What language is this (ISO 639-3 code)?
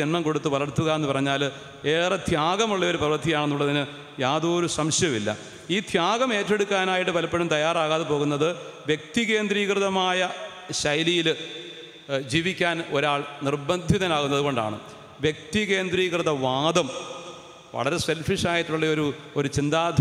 mal